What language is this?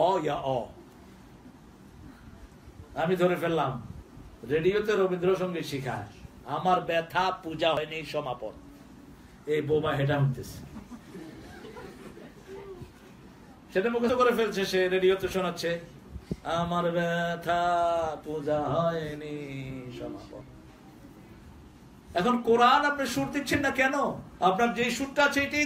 Bangla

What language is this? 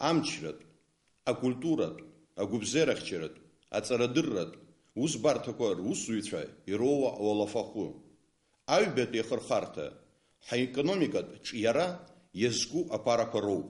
Abkhazian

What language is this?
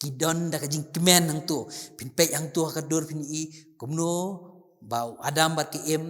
Khasi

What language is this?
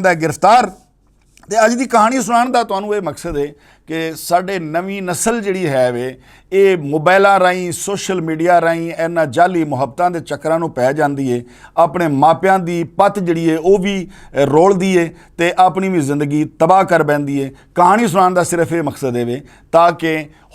Western Panjabi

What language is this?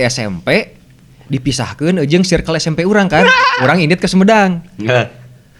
Sundanese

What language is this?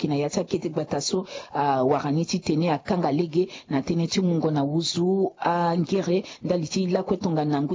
Sango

